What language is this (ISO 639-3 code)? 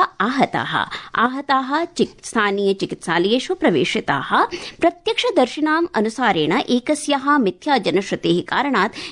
san